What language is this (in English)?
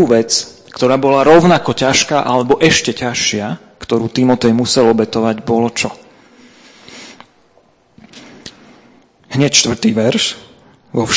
Slovak